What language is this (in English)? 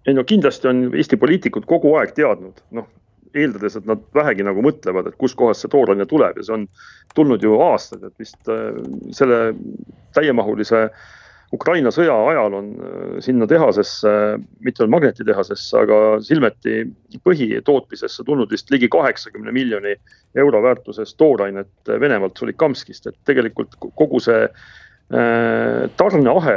Estonian